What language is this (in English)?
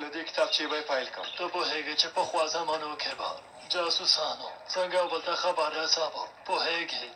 Pashto